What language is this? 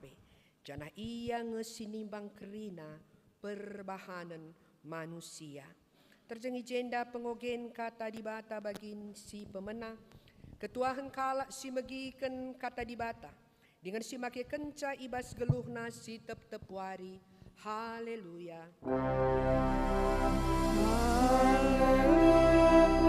Batak Karo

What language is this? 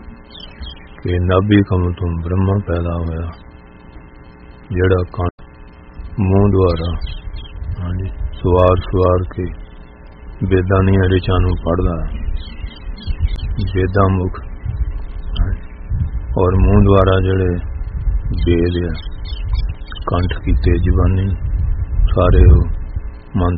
Punjabi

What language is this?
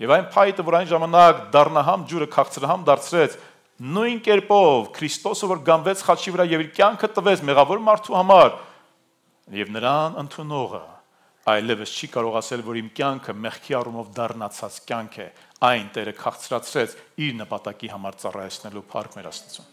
Armenian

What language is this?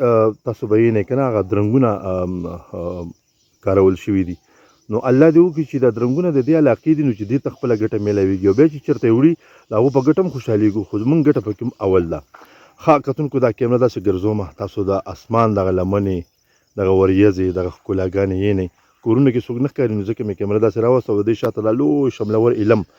Pashto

